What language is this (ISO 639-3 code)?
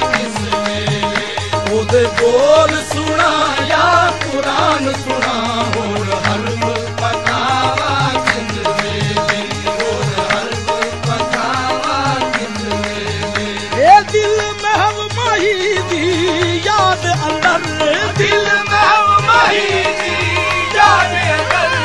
pan